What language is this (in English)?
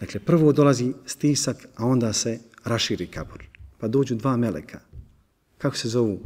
Bosnian